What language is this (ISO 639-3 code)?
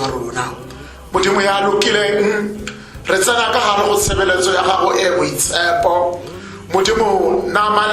tsn